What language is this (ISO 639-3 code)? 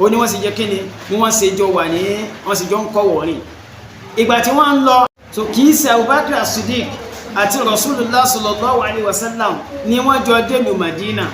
yor